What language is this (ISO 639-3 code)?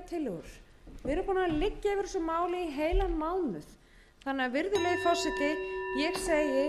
isl